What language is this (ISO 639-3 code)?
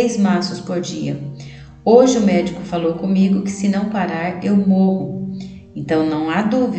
por